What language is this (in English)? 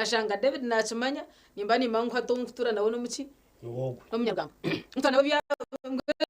Nyankole